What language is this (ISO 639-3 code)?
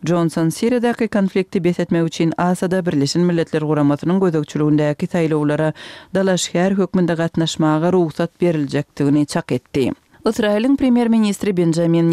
tuk